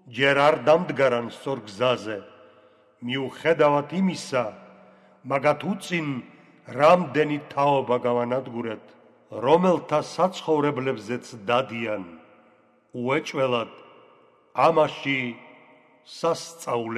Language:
Georgian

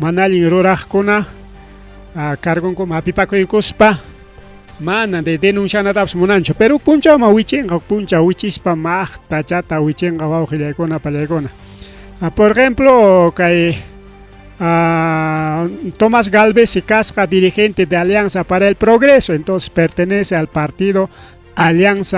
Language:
Ayacucho Quechua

